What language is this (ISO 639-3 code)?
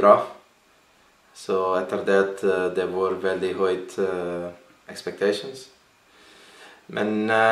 nor